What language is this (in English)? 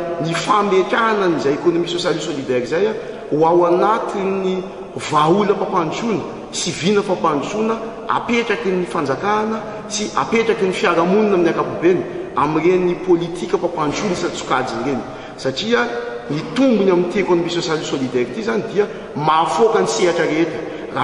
Malagasy